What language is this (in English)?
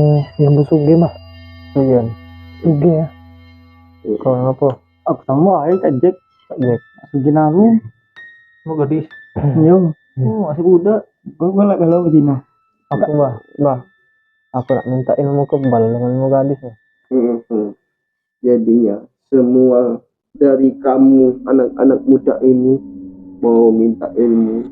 Musi